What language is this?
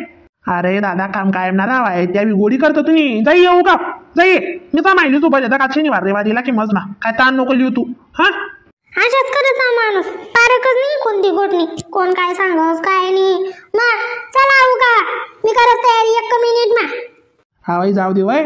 Khandesi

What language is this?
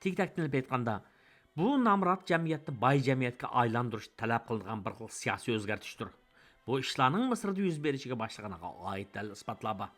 Uyghur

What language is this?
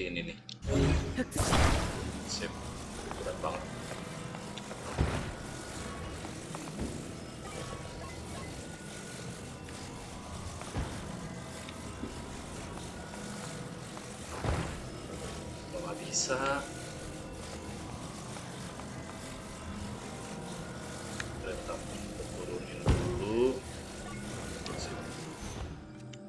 Indonesian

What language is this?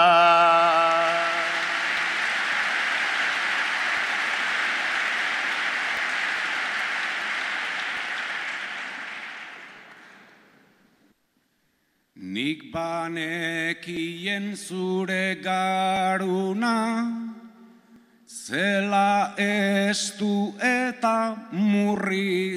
Basque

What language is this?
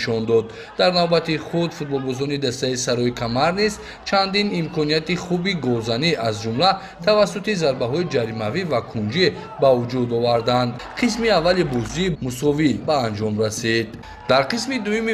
Tajik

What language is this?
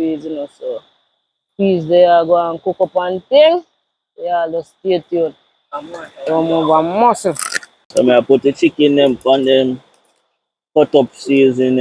Jamaican Creole English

